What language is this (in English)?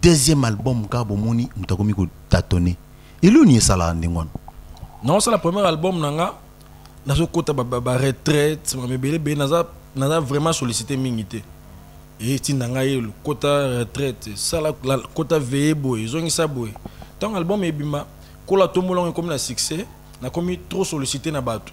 Lingala